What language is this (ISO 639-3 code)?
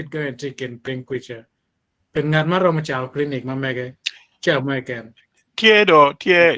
ach